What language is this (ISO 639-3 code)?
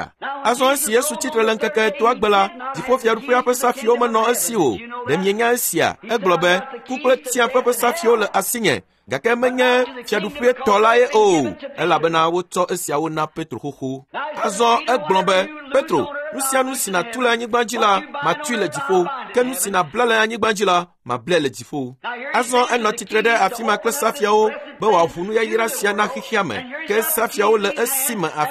ewe